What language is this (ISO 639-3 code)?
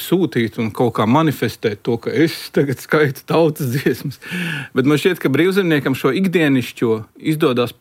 lav